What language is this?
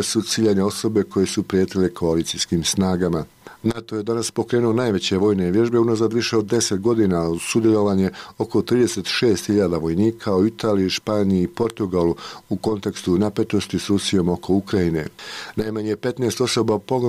Bosnian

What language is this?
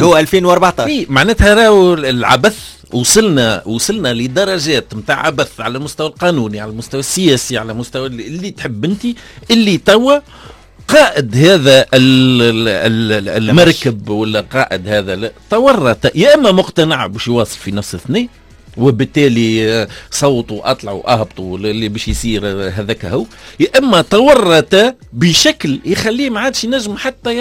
Tunisian Arabic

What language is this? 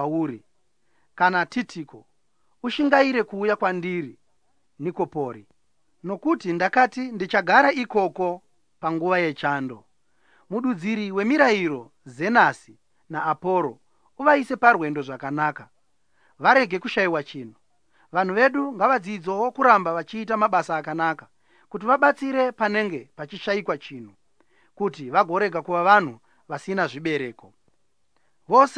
Shona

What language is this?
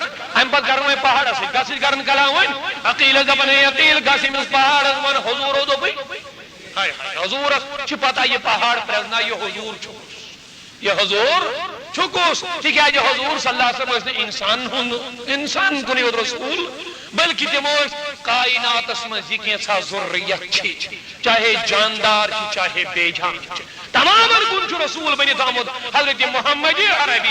Kashmiri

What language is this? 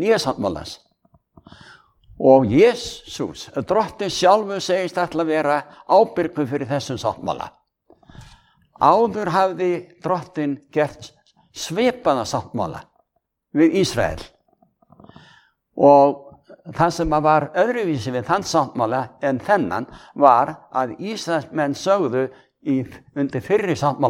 Icelandic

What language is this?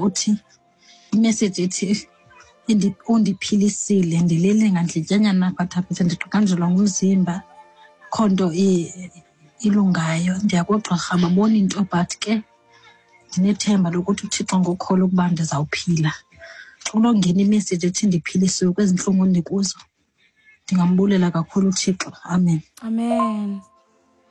Xhosa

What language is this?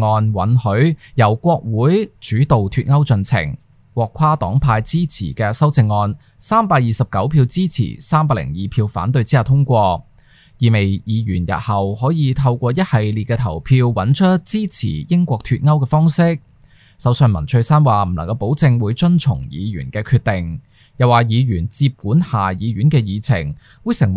Cantonese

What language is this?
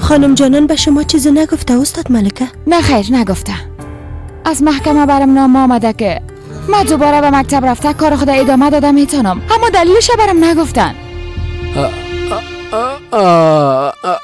Persian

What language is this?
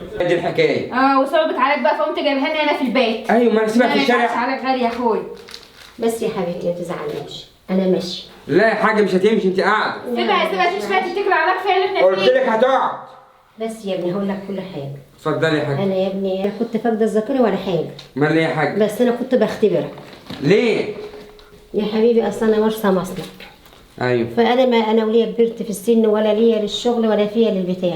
Egyptian Arabic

